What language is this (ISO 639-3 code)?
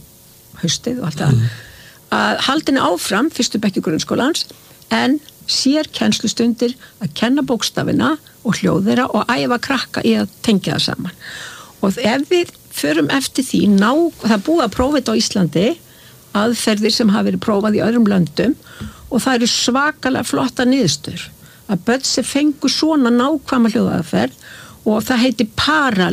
isl